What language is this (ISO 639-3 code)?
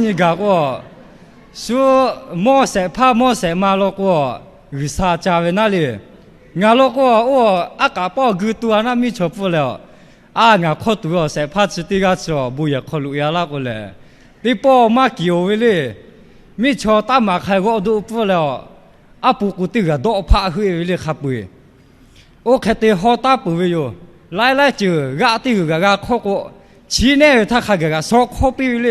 lhu